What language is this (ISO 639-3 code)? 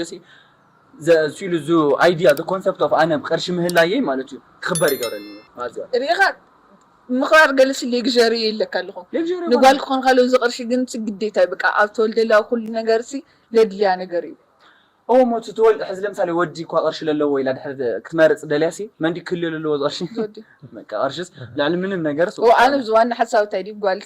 tir